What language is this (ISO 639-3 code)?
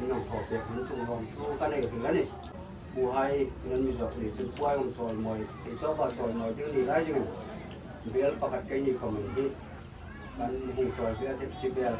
hmr